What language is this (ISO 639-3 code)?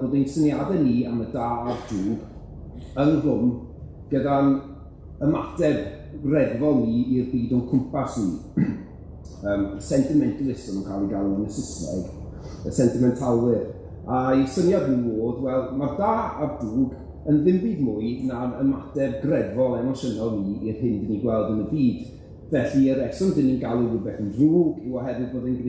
cym